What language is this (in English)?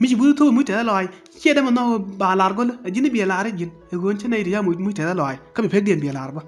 Nuer